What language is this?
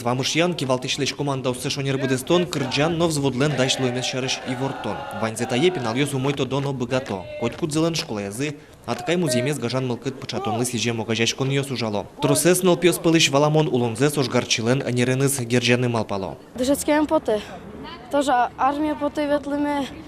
Udmurt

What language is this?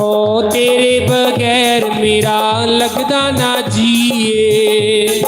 Dogri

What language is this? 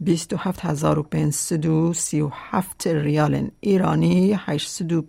Kurdish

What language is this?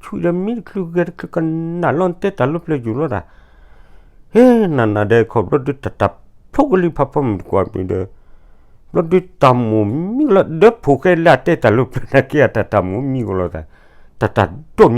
S'gaw Karen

